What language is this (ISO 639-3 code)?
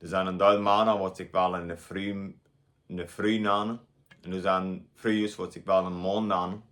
pdt